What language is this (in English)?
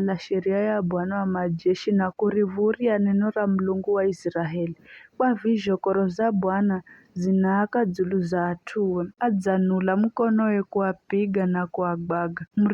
Giryama